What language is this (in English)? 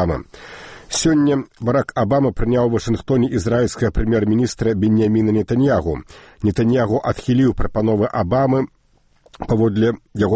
Belarusian